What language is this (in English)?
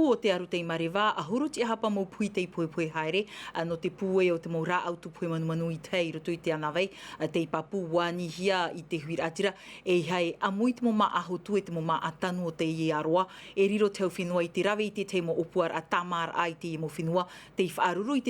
Tahitian